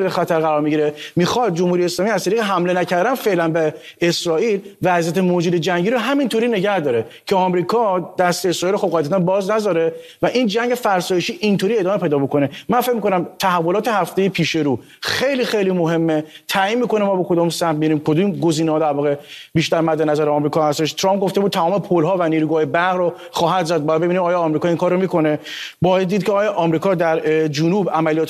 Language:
Persian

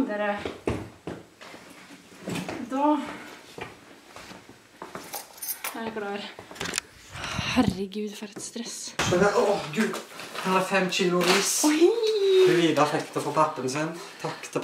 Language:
Norwegian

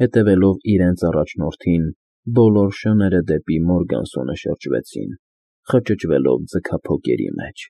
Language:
Armenian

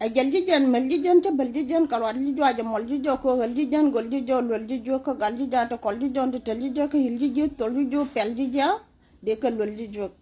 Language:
Nuer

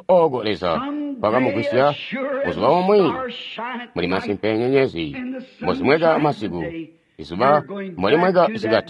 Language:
Tonga (Zambia)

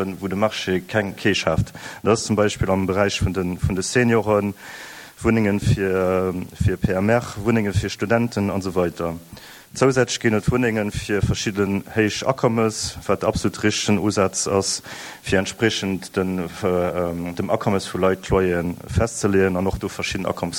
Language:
Luxembourgish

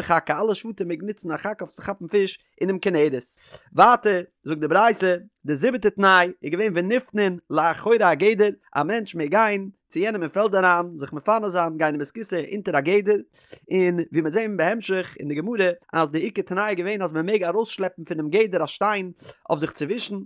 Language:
Yiddish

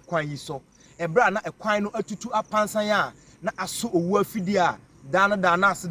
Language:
Akan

